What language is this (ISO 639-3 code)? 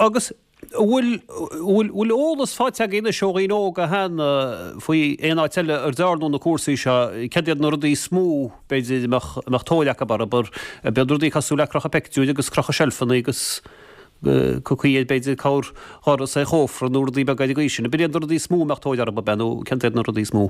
gle